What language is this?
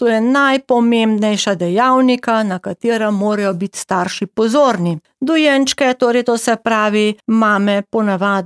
Slovenian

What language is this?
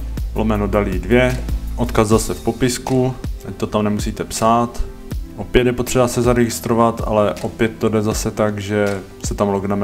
Czech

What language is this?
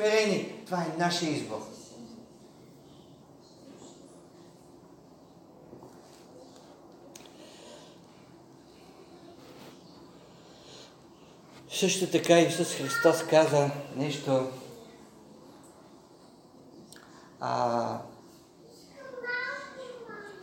Bulgarian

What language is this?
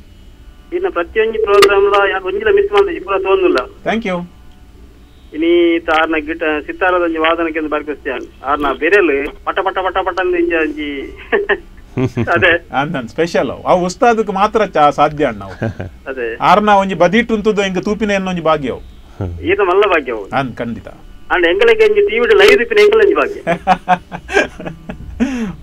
Tulu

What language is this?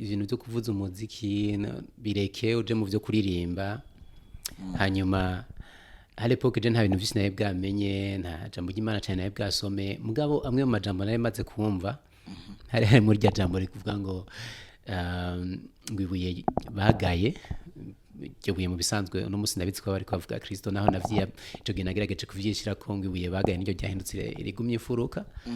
Rundi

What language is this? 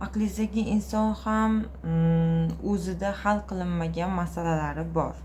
Uzbek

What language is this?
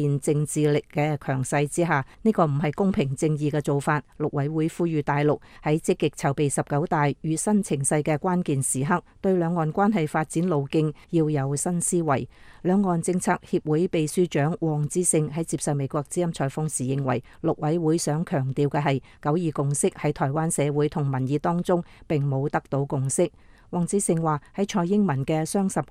Cantonese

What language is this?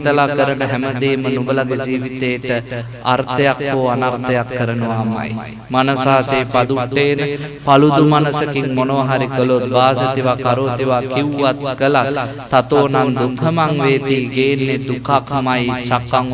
Sinhala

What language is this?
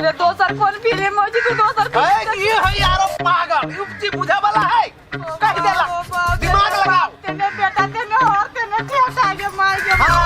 Maithili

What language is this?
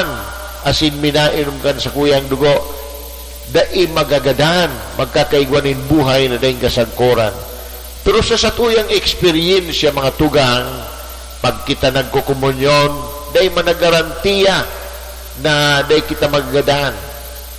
Bikol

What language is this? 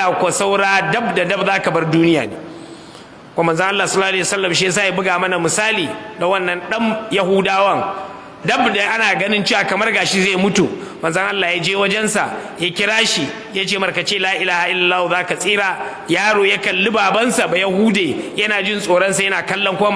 Hausa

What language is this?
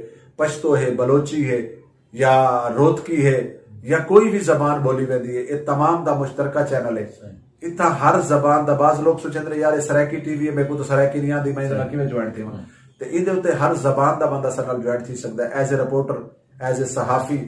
Saraiki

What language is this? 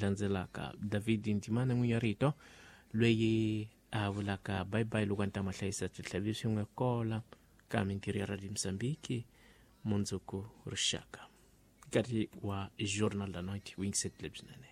Tsonga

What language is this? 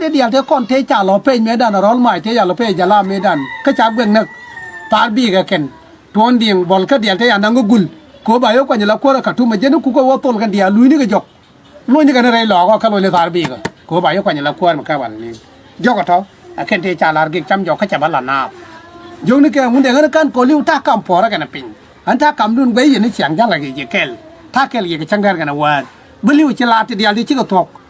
Nuer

